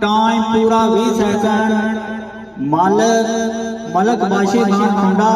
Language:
Pahari-Potwari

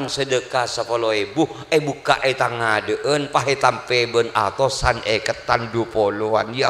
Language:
Madurese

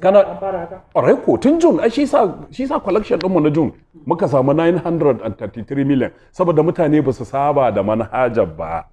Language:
Hausa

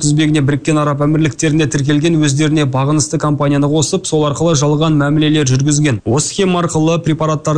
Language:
Kazakh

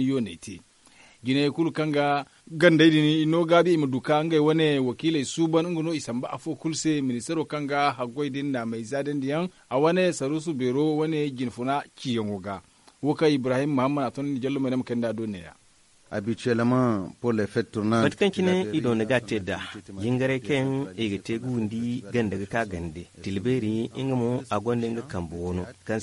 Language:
Zarma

